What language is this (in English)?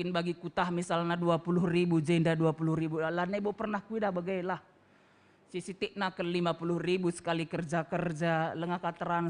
Batak Karo